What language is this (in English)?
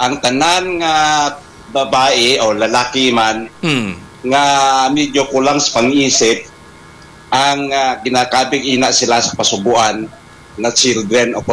Hiligaynon